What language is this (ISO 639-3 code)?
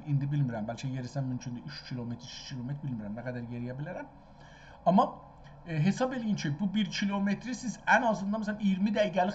azb